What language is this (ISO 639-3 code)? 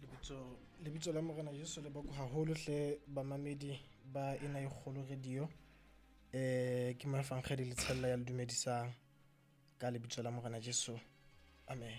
sot